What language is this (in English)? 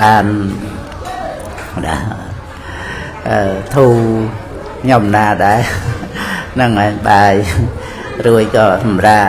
Khmer